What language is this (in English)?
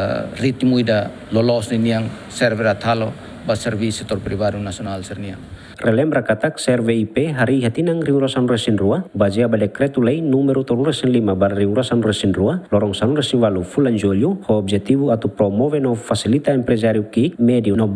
Tetum